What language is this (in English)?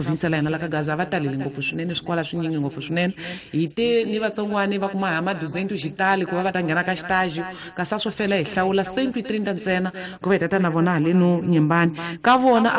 Tsonga